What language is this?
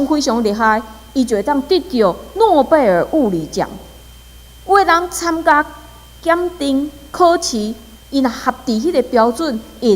Min Nan Chinese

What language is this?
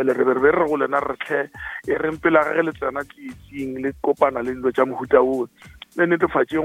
Northern Sotho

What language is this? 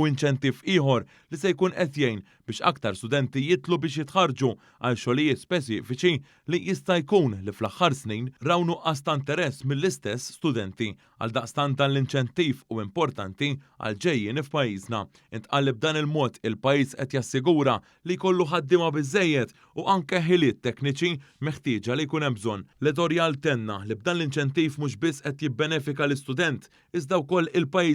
Maltese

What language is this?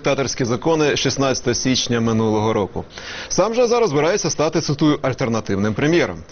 Ukrainian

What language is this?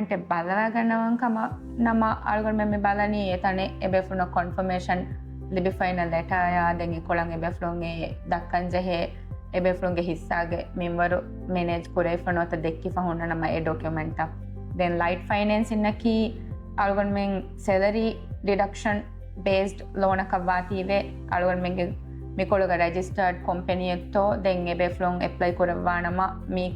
Divehi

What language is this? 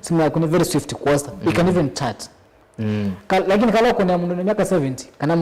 Kamba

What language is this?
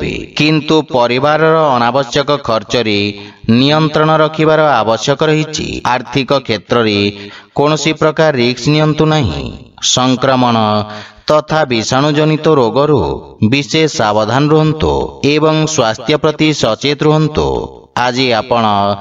Odia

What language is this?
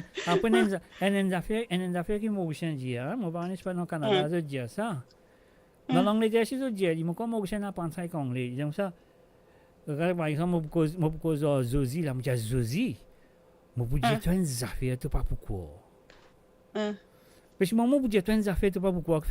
Morisyen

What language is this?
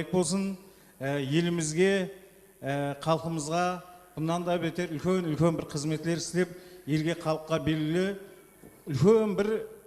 Kara-Kalpak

